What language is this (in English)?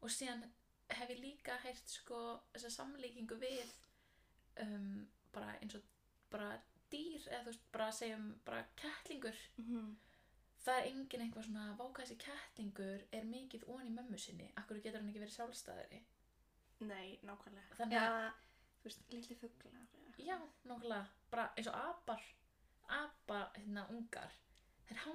Icelandic